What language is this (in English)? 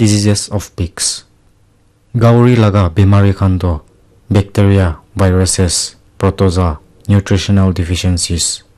Naga Pidgin